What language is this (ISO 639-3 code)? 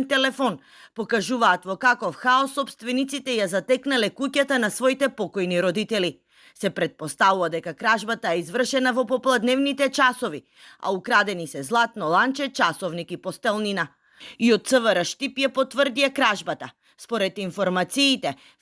mkd